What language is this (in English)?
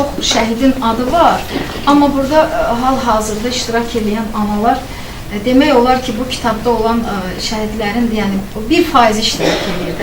Azerbaijani